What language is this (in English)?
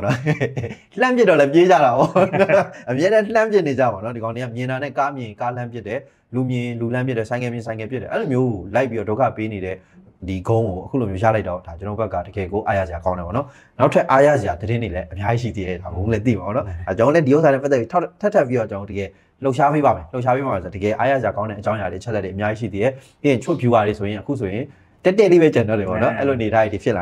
Burmese